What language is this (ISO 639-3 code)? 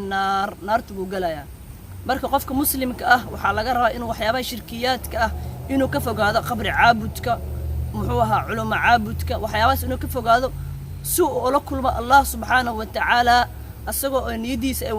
som